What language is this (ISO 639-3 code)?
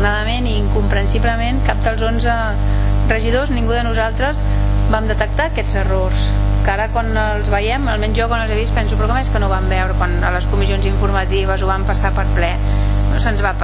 cat